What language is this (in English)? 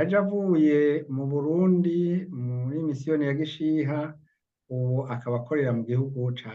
Rundi